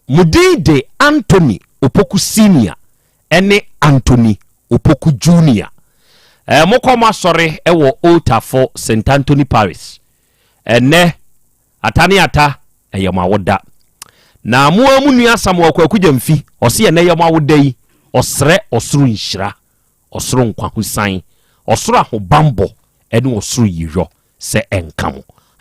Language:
Akan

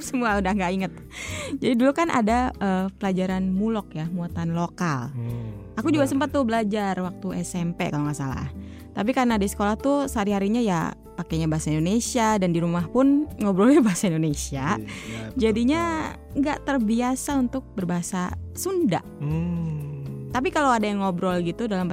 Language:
Indonesian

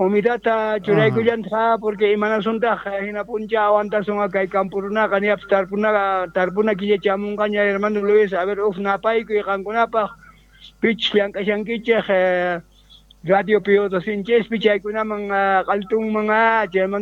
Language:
South Bolivian Quechua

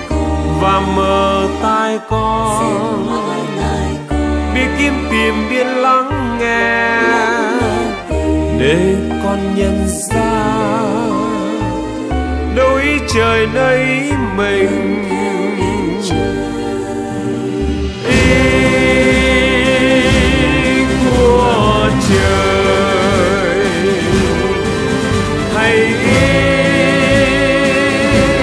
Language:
Vietnamese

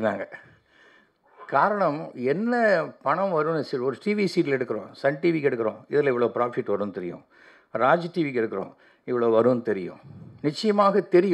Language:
Tamil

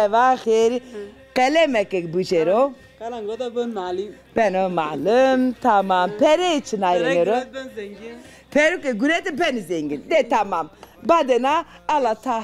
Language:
Zaza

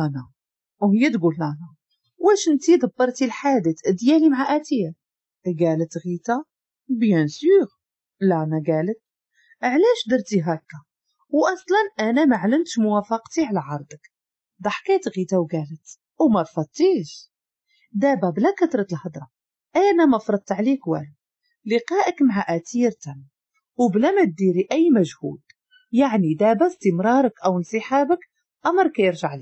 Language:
Moroccan Arabic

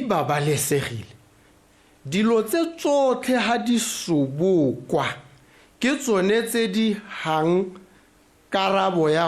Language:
Tswana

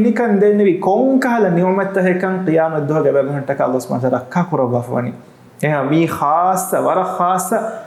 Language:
Divehi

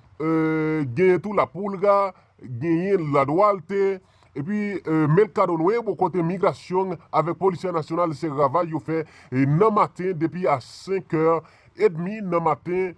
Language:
Haitian Creole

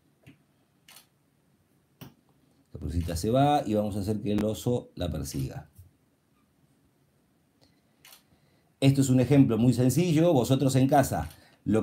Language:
Spanish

